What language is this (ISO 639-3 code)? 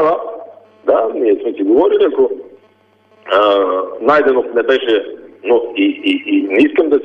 bul